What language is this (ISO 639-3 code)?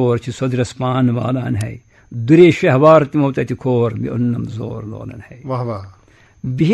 kas